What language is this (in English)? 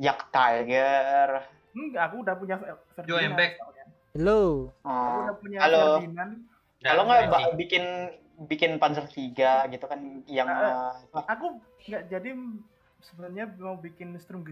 Indonesian